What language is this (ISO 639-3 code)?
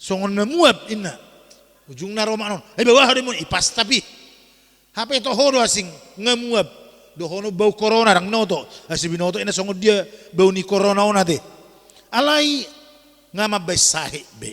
bbc